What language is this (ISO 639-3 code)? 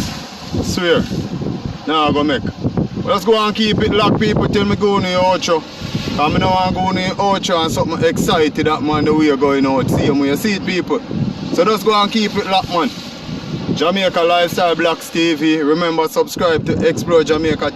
jam